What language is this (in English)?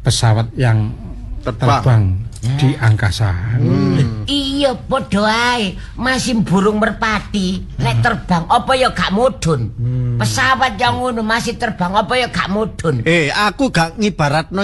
Javanese